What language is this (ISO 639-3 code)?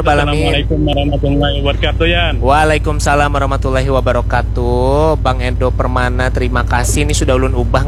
bjn